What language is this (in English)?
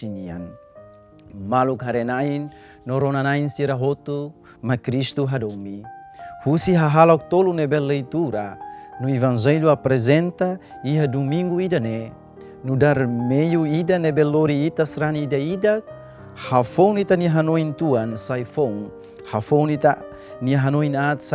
Tetum